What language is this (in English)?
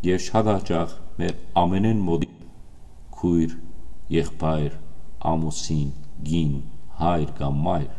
Western Armenian